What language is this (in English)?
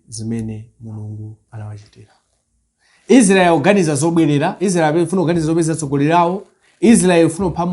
Nyanja